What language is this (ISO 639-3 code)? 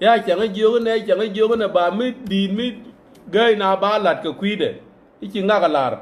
nus